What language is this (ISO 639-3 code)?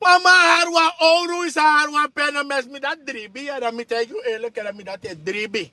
srn